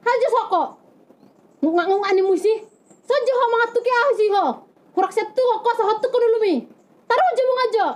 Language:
Batak Toba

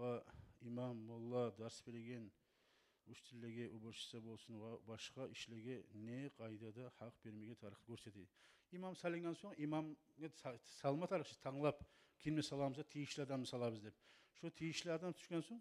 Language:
Kumyk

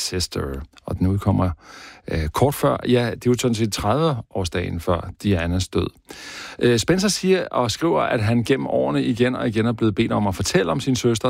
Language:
Danish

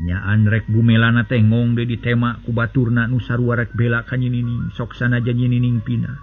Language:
Sundanese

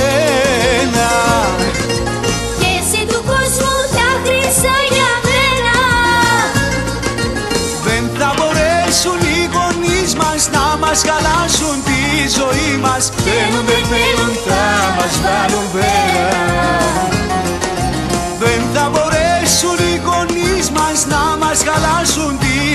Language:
Greek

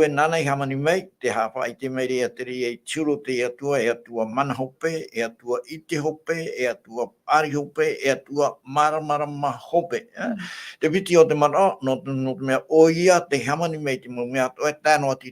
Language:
Tahitian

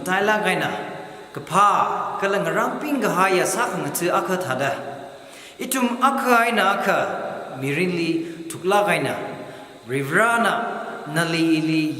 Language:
Tangkhul Naga (India)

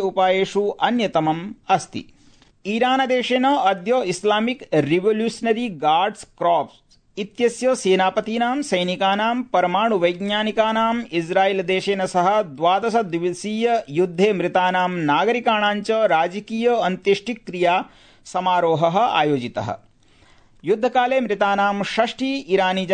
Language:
Sanskrit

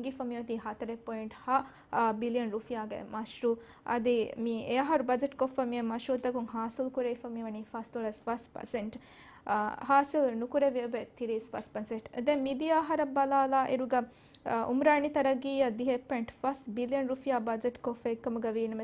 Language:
Divehi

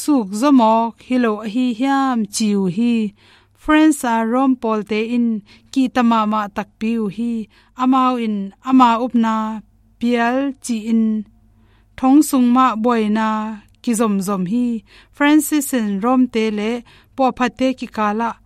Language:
Tedim Chin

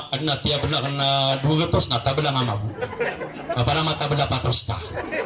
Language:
Maranao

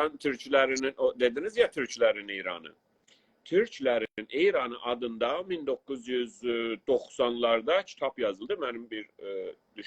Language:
South Azerbaijani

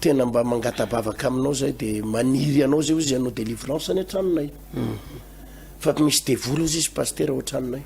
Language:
Malagasy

